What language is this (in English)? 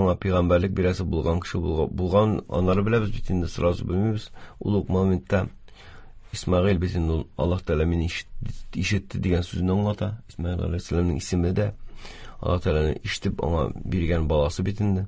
Tatar